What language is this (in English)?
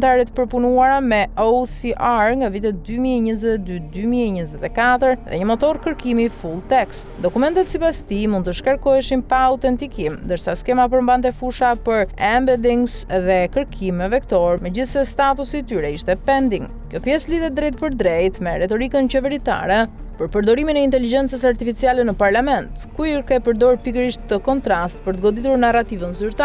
Albanian